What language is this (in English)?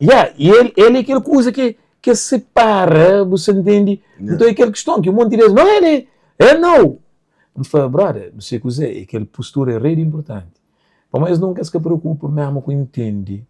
Kabuverdianu